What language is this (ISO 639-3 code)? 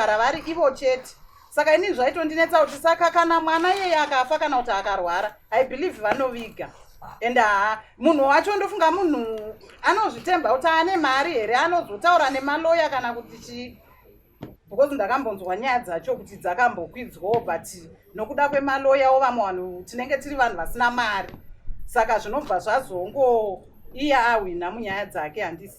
sna